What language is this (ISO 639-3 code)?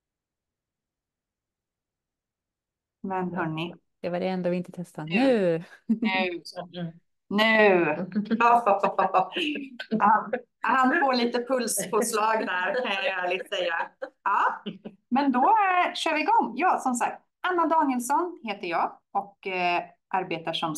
swe